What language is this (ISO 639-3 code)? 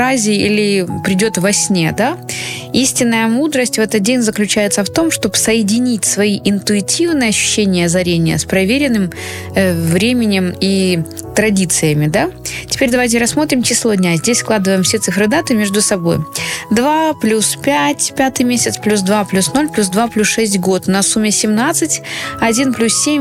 rus